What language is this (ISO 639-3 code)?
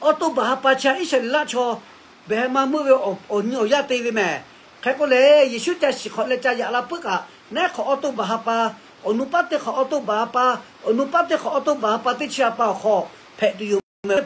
lhu